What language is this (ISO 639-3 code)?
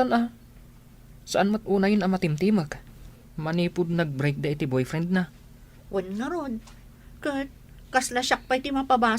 ilo